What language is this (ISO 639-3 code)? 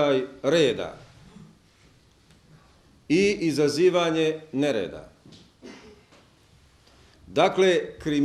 bos